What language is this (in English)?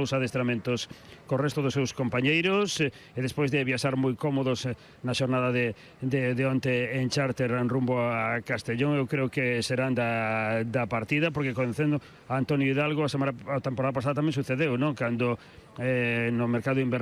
Galician